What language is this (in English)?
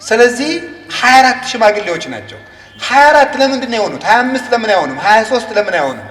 Amharic